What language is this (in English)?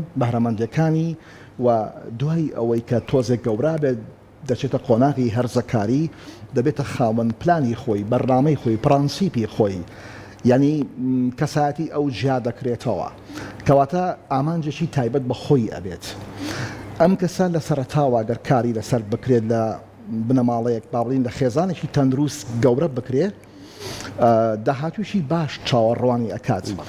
Central Kurdish